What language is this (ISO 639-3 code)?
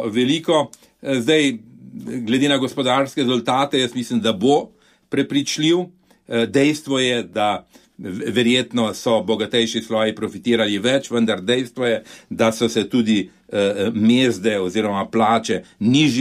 slv